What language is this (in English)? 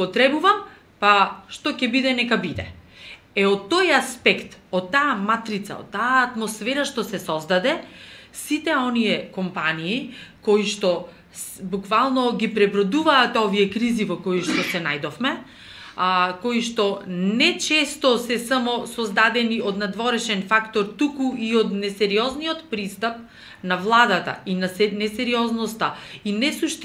Macedonian